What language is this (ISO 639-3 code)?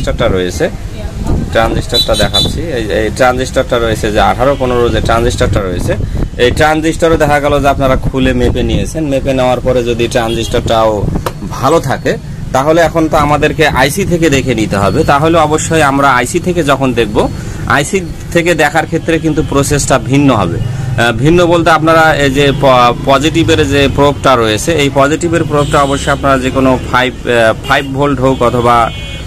ben